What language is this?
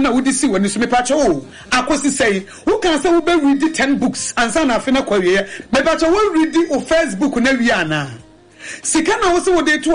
Akan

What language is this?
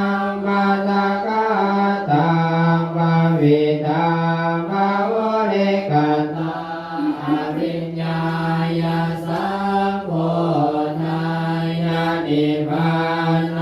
Pali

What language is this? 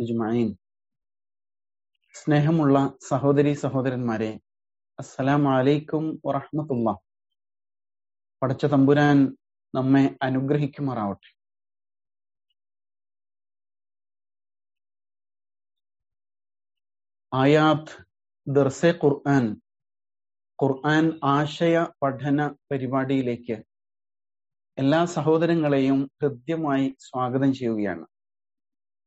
Malayalam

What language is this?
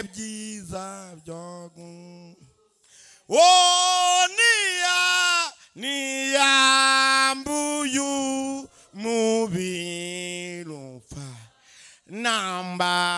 Kinyarwanda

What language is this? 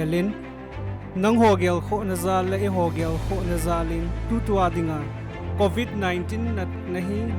Thado Chin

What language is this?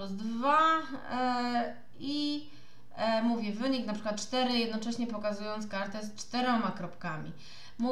Polish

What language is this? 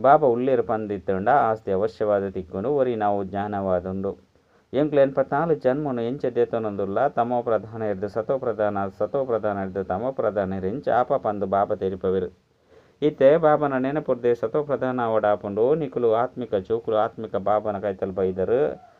Tulu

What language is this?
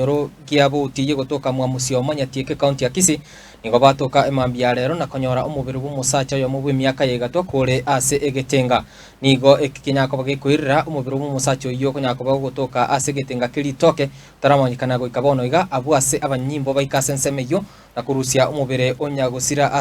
Gusii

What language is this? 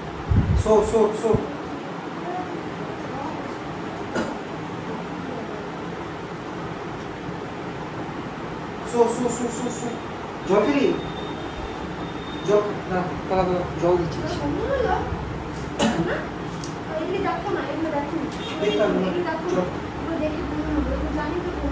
Bangla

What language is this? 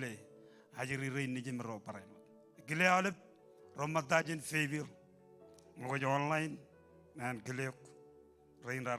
Marshallese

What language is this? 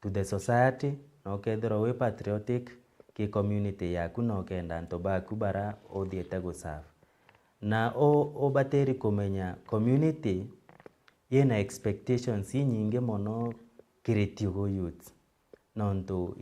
Meru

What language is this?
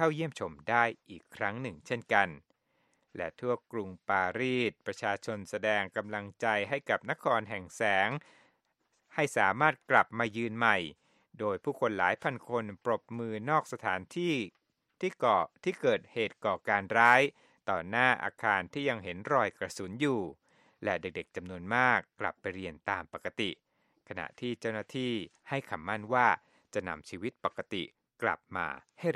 Thai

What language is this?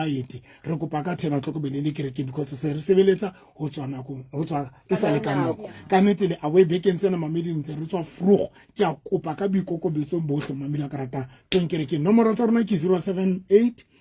Southern Sotho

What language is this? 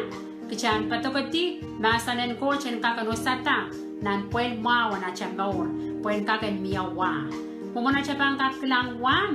Pohnpeian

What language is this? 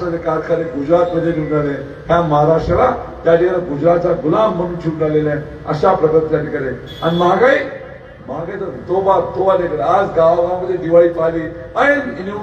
Marathi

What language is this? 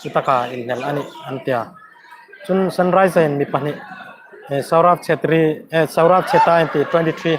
Hmar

